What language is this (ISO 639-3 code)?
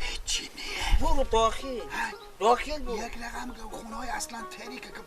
fas